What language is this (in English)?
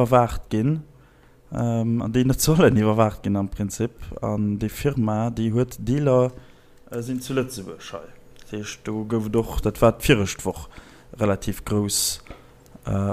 Luxembourgish